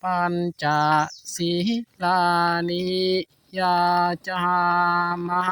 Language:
Pali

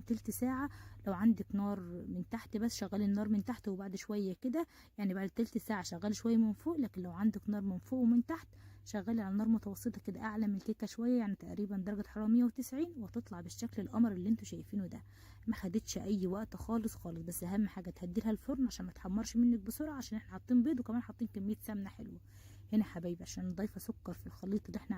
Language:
Egyptian Arabic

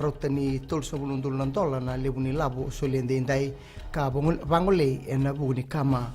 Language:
Fijian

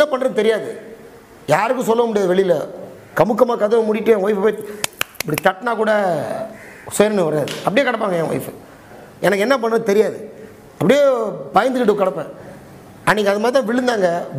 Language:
Tamil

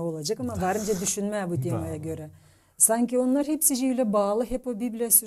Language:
Gagauz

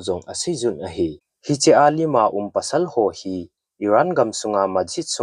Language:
Thado Chin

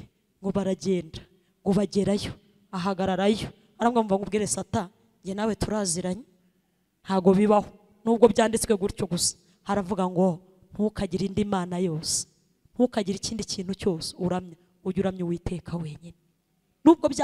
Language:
Kinyarwanda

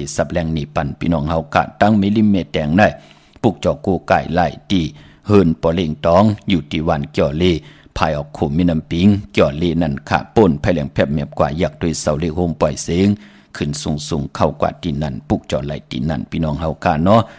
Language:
Shan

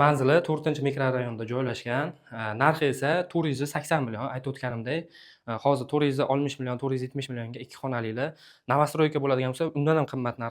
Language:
Uzbek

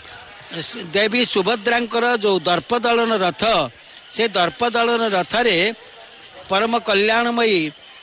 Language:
Odia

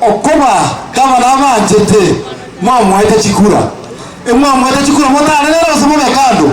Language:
Gusii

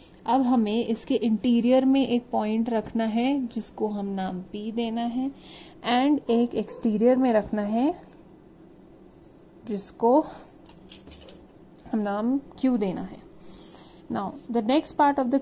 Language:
Hindi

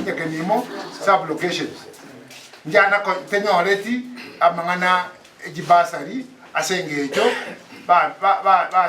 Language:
Gusii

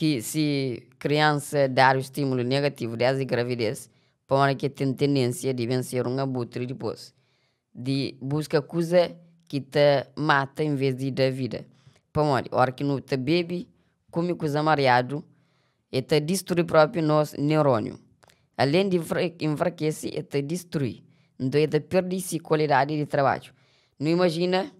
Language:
Kabuverdianu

